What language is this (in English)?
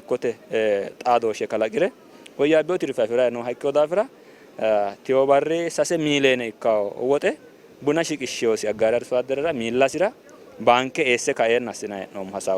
Sidamo